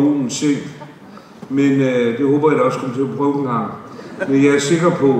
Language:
Danish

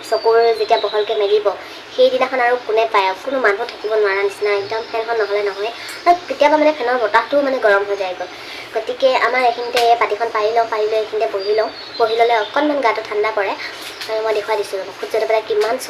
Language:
Assamese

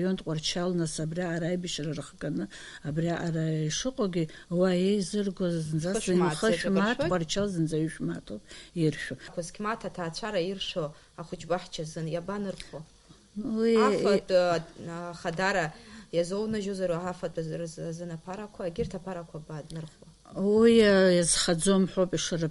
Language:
Abkhazian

